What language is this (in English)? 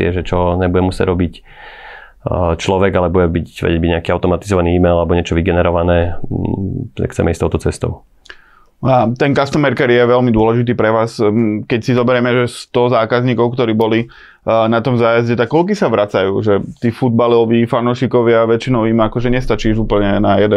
Slovak